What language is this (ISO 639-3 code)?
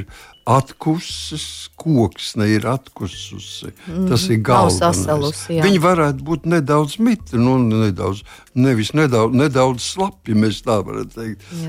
lav